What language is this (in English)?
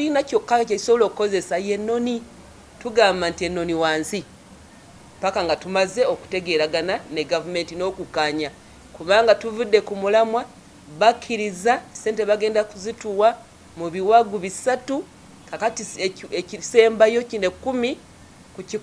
Ganda